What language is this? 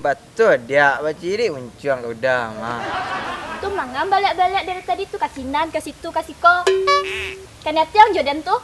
Minangkabau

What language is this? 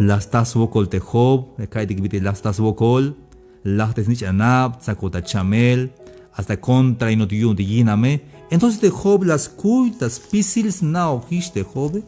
Tzeltal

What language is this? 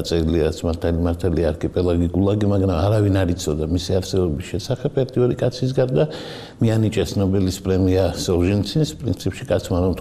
Georgian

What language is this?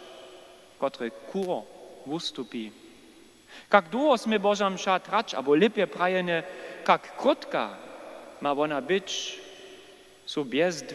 Upper Sorbian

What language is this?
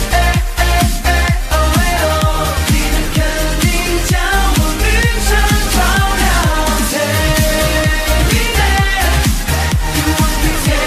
Chinese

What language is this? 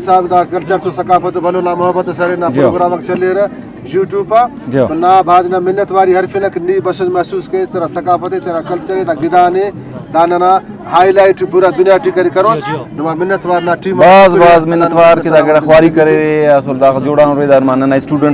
Brahui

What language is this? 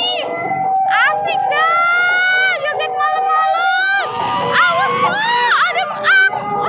Betawi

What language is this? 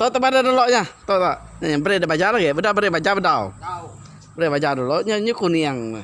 Iban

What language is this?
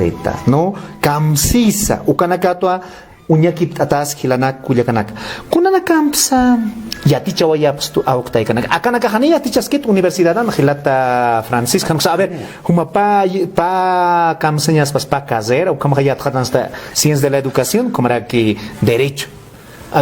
Aymara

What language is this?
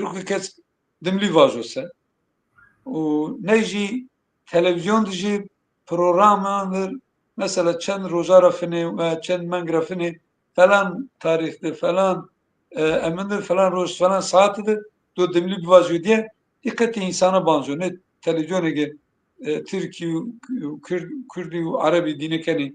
Zaza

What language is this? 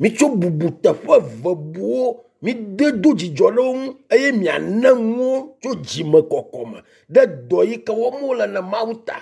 Ewe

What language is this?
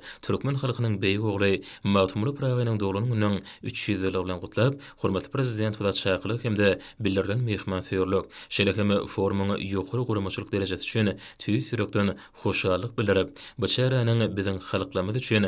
Turkmen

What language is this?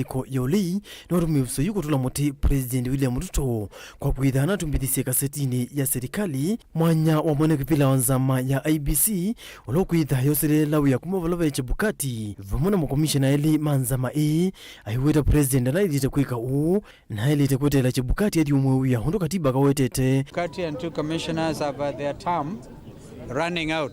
Kamba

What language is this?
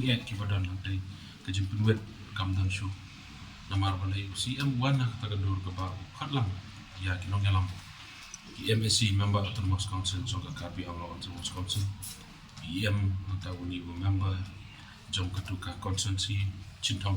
Khasi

